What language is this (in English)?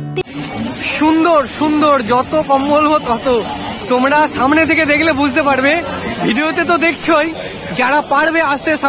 Bangla